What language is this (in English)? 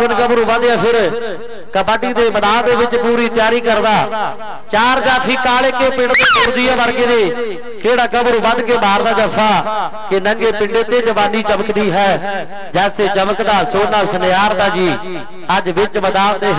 Punjabi